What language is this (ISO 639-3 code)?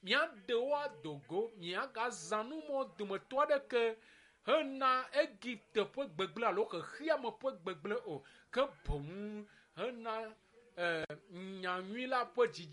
ewe